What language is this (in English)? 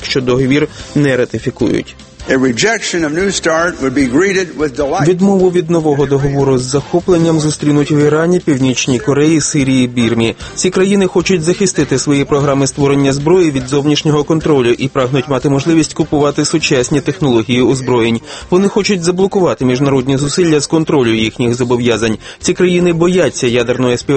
Ukrainian